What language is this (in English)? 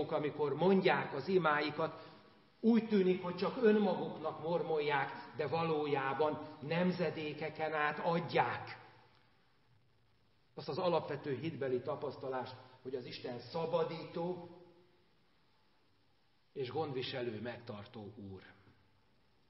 Hungarian